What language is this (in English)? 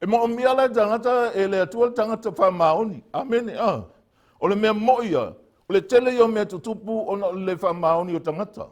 Samoan